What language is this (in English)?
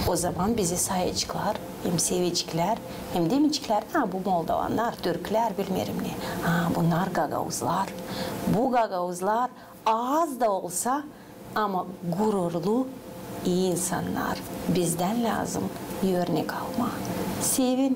Gagauz